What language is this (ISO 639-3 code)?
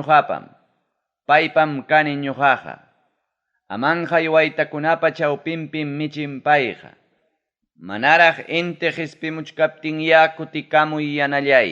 quy